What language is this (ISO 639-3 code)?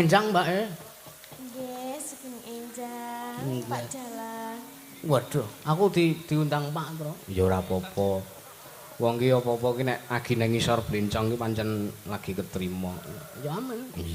jav